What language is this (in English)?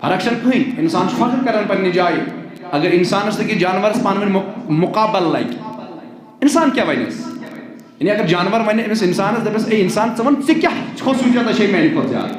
Kashmiri